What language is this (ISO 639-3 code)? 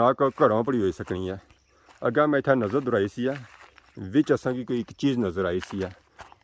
phr